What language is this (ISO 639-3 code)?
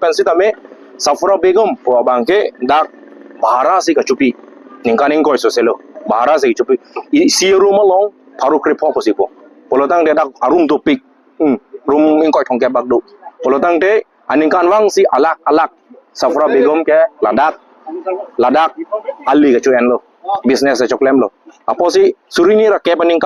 mjw